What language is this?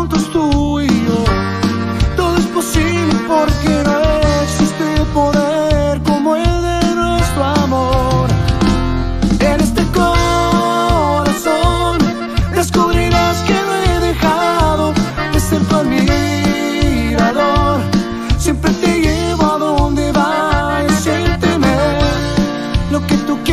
Spanish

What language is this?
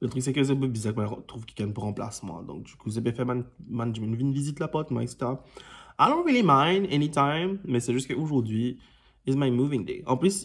Morisyen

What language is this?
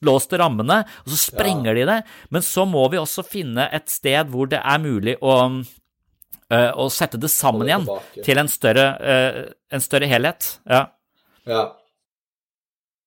Norwegian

